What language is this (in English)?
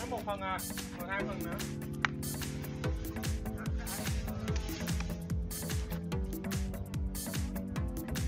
Vietnamese